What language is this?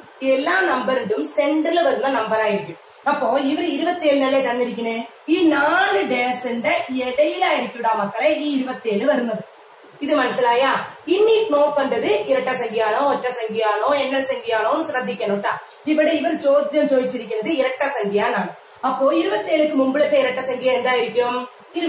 Malayalam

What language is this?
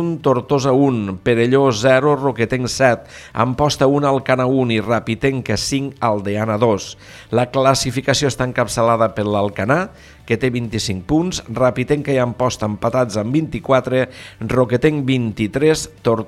Catalan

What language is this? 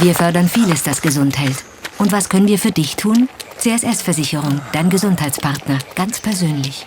Swiss German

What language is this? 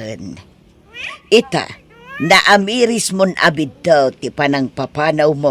Iloko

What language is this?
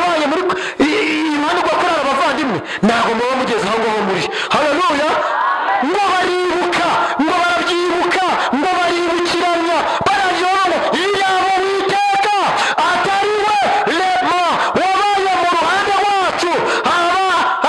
Kinyarwanda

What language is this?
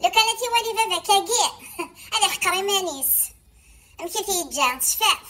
Kabyle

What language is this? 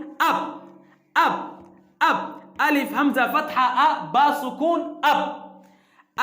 Somali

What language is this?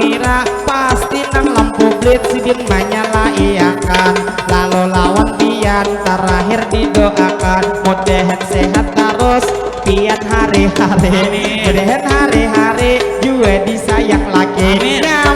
Banjar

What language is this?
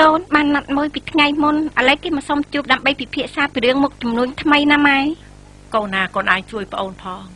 Khmer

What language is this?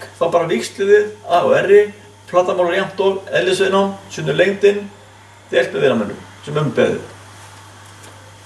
Icelandic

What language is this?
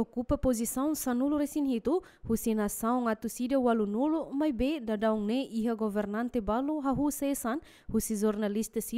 Tetum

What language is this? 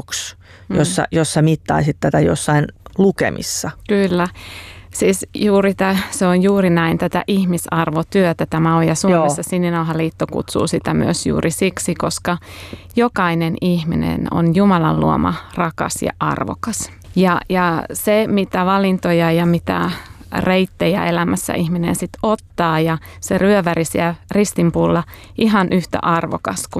Finnish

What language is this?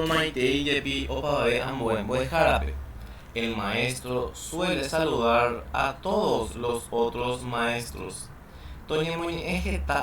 Guarani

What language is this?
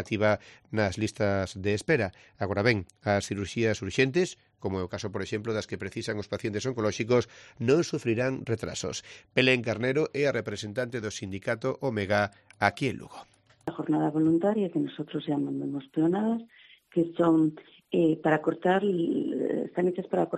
Galician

